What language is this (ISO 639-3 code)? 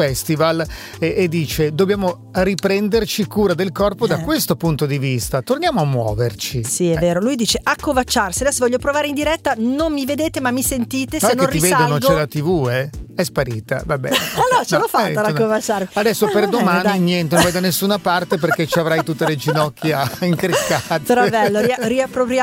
ita